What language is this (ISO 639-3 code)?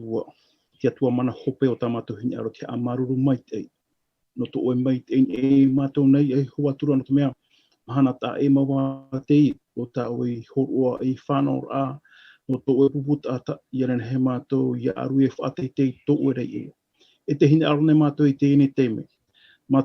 tah